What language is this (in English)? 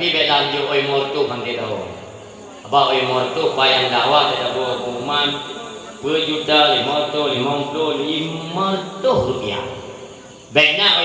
Achinese